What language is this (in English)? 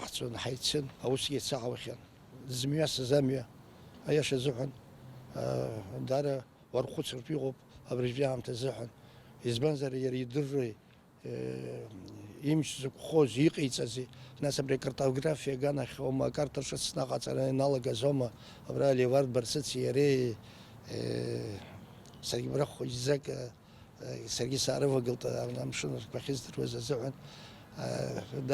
Abkhazian